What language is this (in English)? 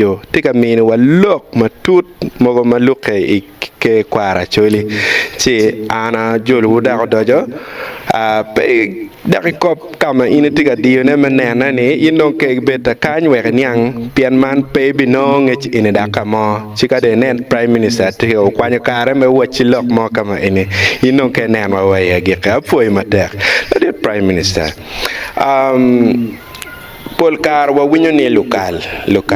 Acoli